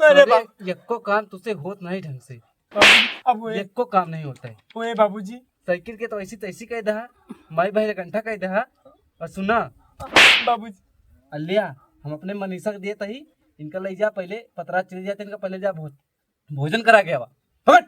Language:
Awadhi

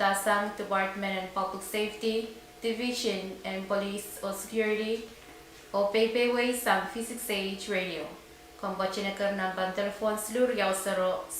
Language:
Pohnpeian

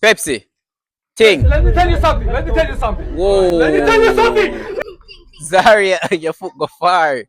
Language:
Jamaican Creole English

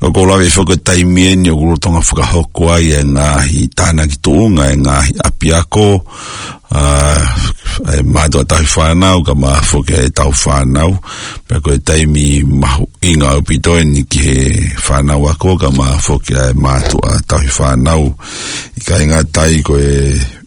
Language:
Tongan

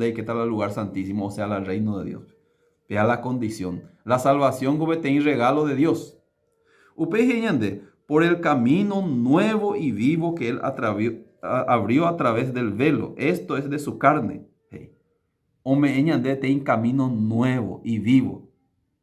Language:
Guarani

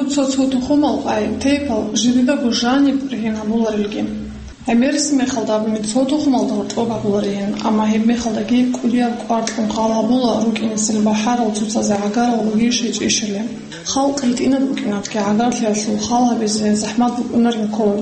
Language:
Avaric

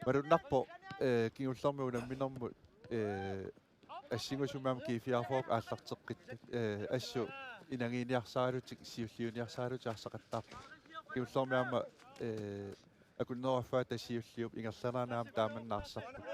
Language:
Kalaallisut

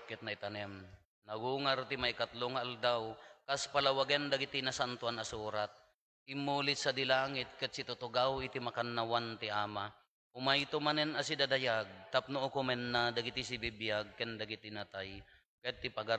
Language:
Iloko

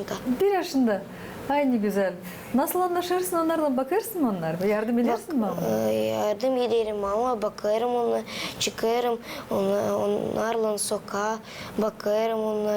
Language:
Gagauz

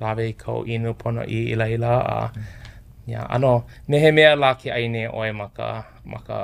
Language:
Hawaiian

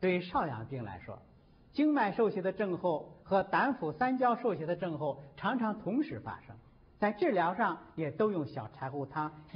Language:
Chinese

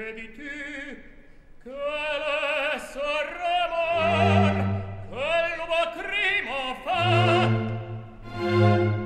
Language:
French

